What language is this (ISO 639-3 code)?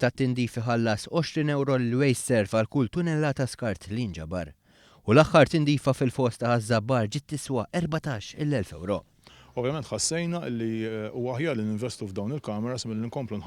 mlt